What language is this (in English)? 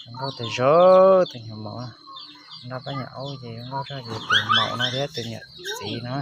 Hmong